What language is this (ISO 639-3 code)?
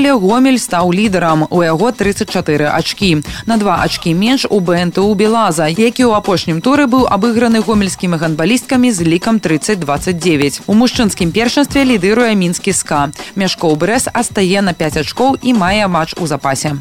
bel